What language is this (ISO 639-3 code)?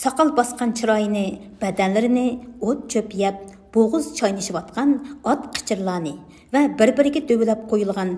uig